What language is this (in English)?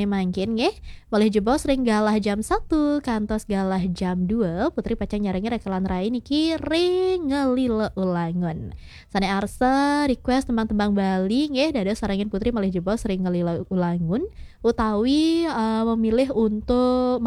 Balinese